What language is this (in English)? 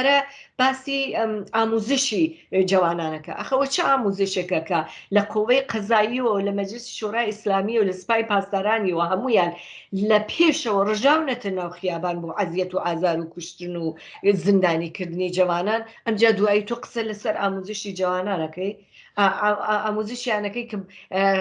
Central Kurdish